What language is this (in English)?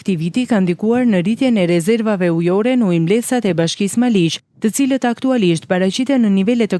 Albanian